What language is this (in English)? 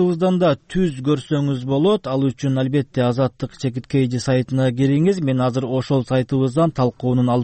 Kyrgyz